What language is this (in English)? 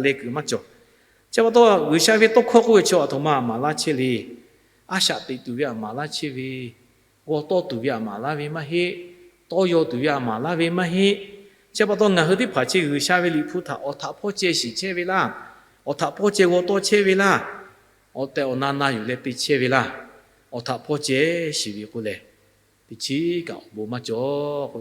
Lahu